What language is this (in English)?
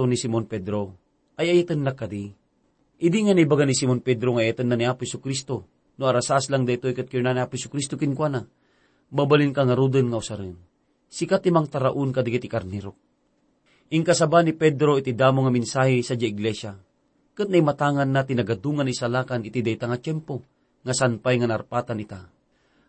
Iloko